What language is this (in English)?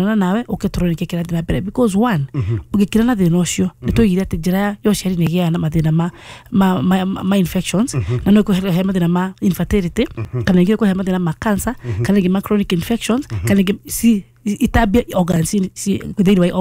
Kikuyu